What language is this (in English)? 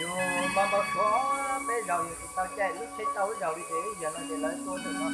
Hmong